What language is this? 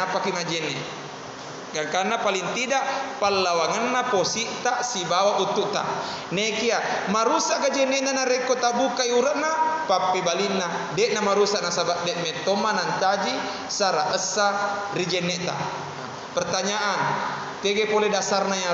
Buginese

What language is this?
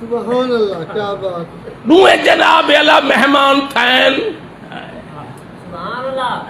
Saraiki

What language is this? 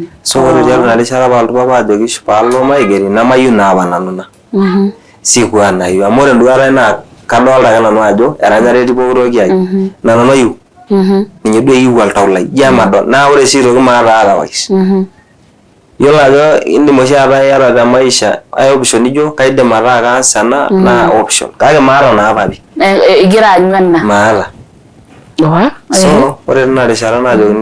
Masai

